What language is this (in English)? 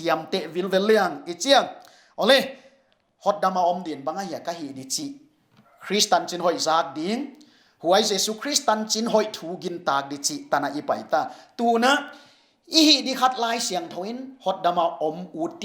Paite Chin